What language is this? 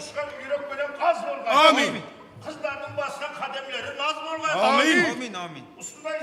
Kara-Kalpak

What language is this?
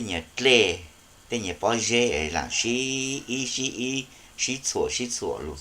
Hmong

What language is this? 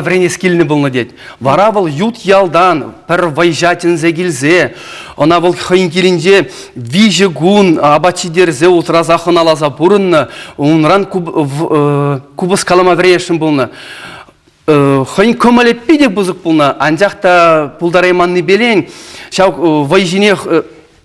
Chuvash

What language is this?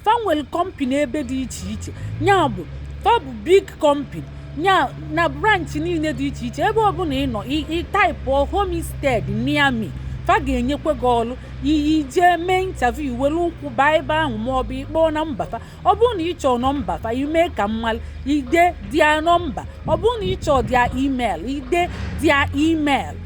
Igbo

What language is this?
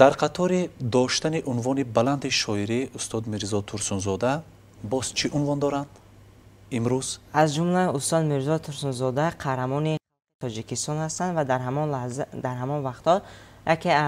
Tajik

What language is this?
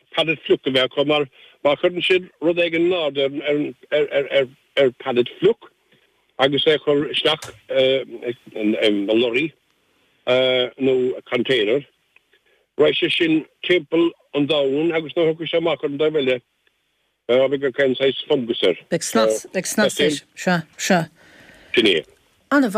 Irish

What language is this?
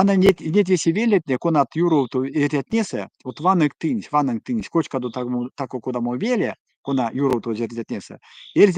Erzya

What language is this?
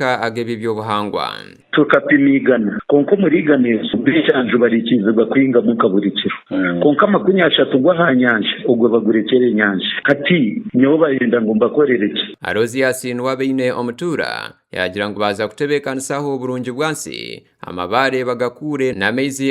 Nyankole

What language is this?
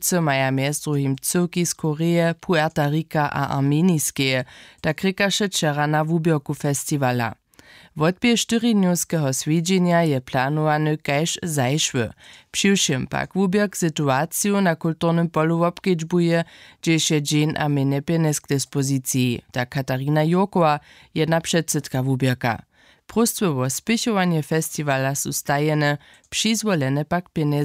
Upper Sorbian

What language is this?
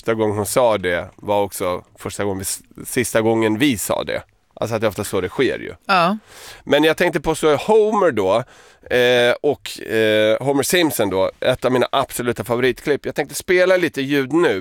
Swedish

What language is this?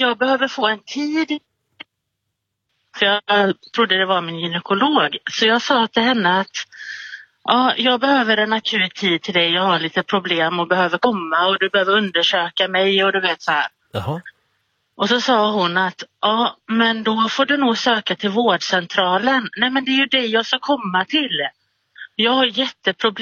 Swedish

